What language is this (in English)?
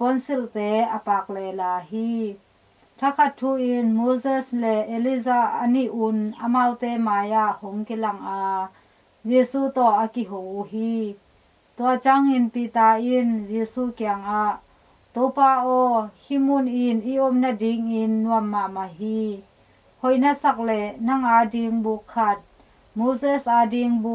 Tedim Chin